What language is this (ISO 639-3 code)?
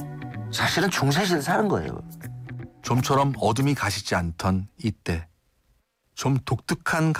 kor